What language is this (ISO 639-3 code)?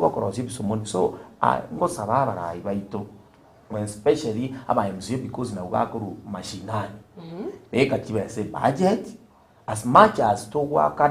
guz